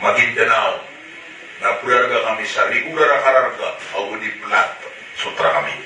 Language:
Maranao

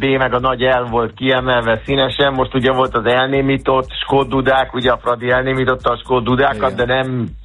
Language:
Hungarian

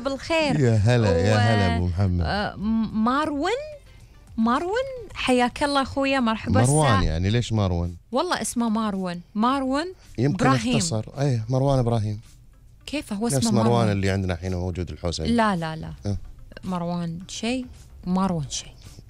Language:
Gulf Arabic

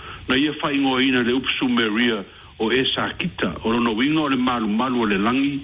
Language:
Samoan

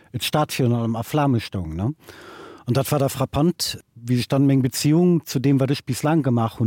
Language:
Luxembourgish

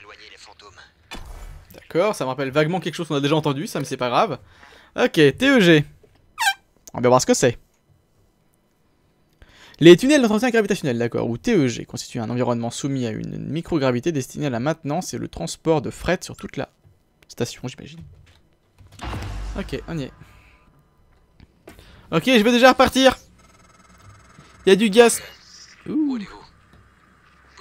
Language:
French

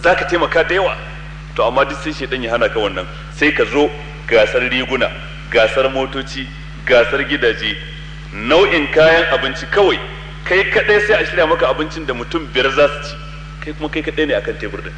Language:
Hausa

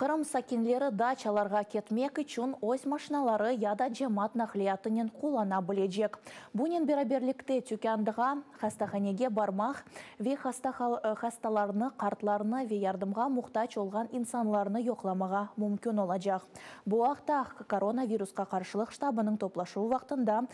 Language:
Crimean Tatar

